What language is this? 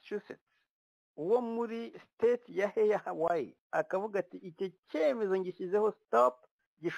Kinyarwanda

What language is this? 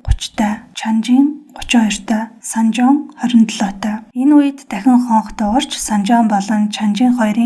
Mongolian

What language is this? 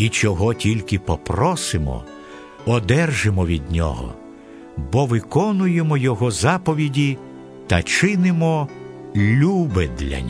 Ukrainian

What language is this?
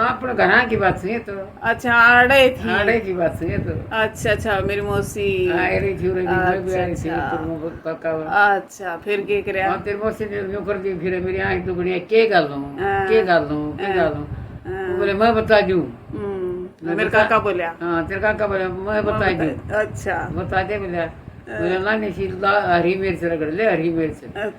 Haryanvi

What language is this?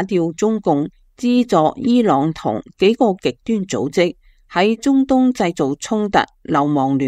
Cantonese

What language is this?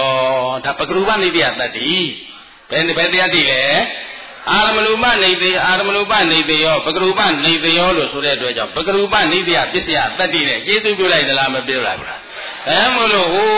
Burmese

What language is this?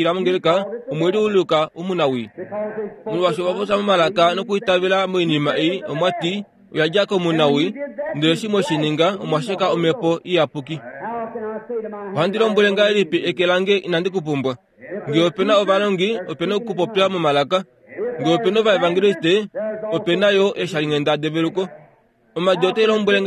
Kuanyama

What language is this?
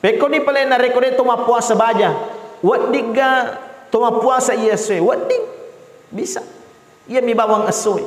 Buginese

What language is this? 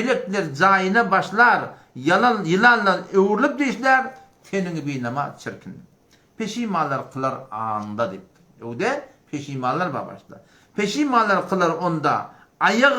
Turkmen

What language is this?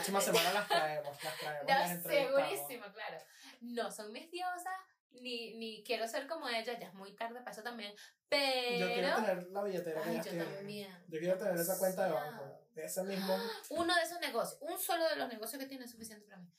Spanish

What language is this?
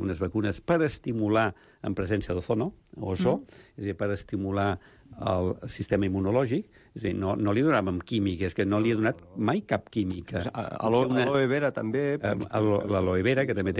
Catalan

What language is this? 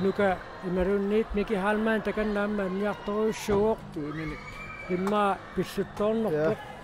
Kalaallisut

